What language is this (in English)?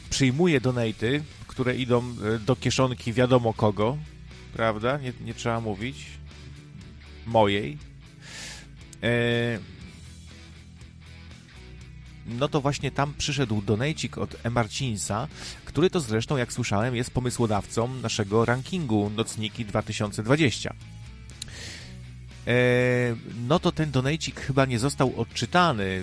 Polish